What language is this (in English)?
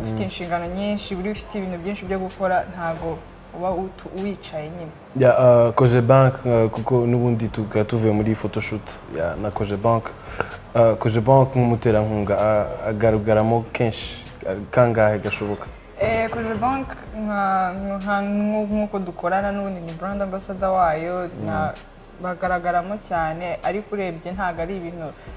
Kinyarwanda